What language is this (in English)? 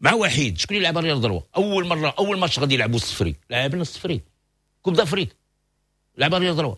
Moroccan Arabic